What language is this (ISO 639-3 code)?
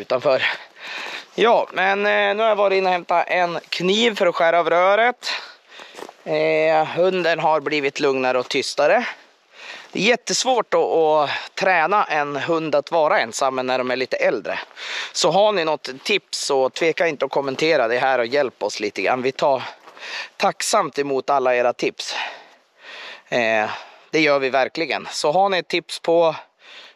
swe